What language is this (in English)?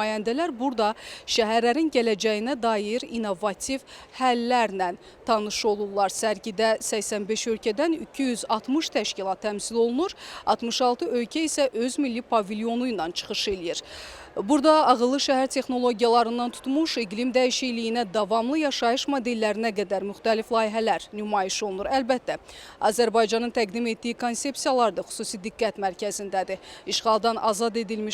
Azerbaijani